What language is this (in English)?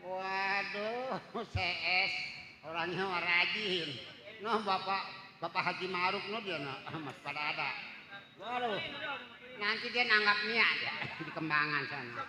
Betawi